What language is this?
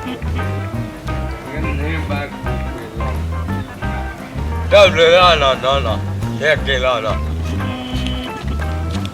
S'gaw Karen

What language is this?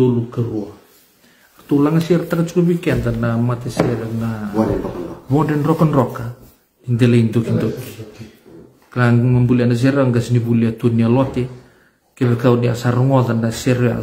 Fijian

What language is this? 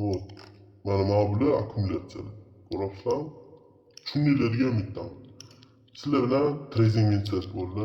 Uzbek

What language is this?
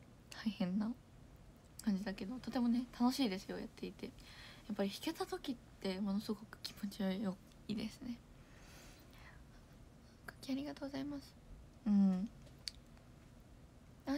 Japanese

